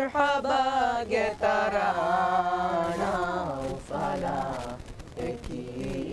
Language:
Divehi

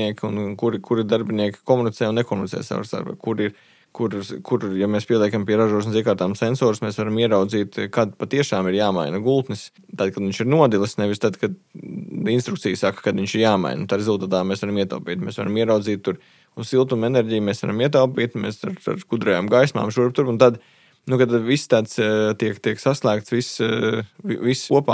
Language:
Latvian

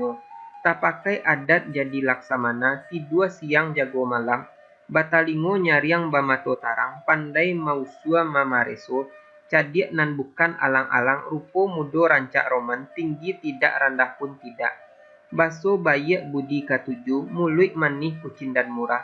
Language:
Minangkabau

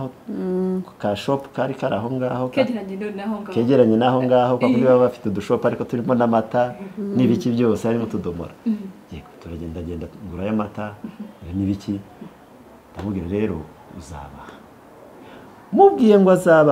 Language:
Kinyarwanda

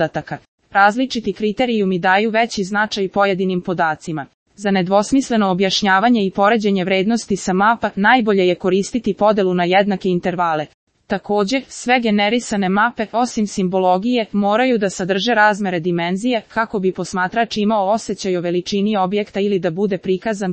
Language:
Serbian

